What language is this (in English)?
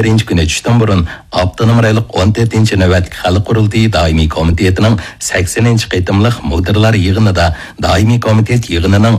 Uyghur